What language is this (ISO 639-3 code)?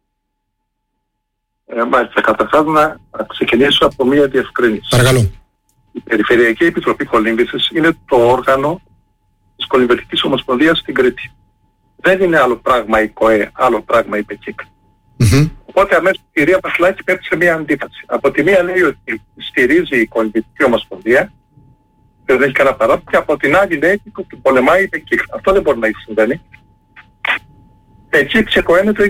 ell